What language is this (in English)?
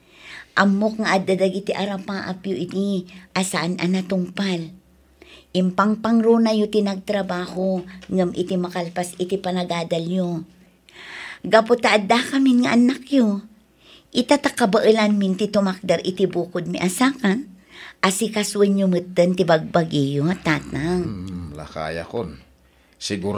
Iloko